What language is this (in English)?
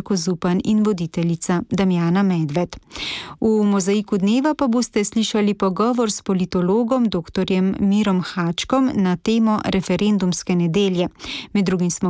Slovenian